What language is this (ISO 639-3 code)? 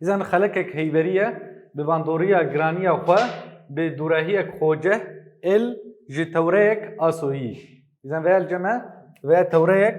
kur